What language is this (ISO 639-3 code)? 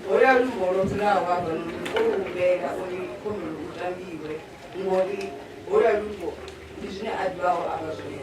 ven